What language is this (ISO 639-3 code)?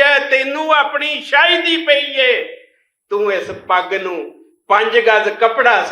lah